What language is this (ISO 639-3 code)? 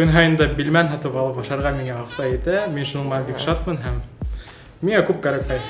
bak